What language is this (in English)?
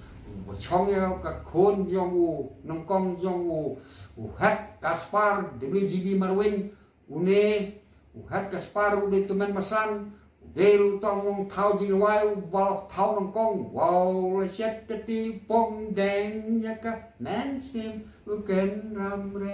Khasi